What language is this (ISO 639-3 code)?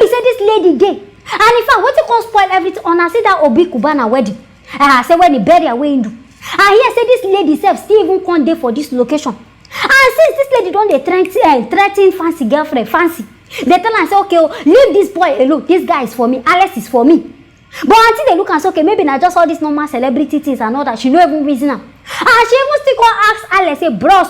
pcm